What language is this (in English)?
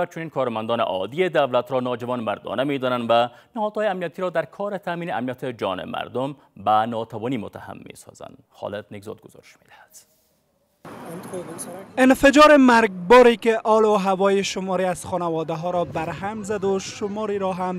Persian